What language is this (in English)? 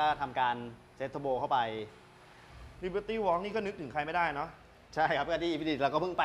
Thai